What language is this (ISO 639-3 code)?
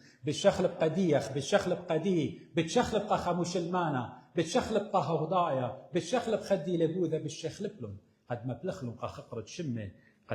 aii